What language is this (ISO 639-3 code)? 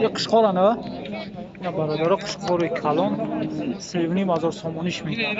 tgk